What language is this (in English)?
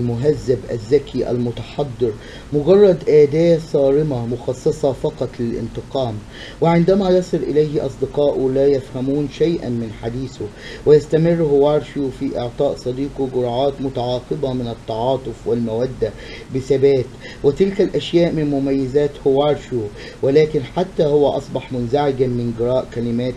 Arabic